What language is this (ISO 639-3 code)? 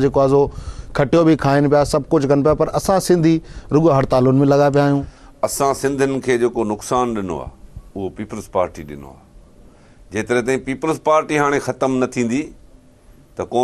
snd